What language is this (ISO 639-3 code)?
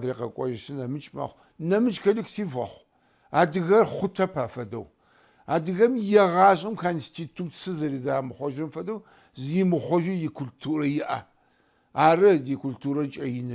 ady